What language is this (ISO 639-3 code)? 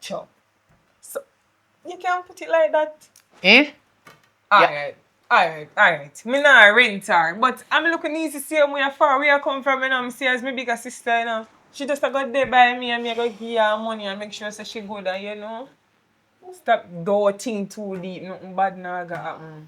jam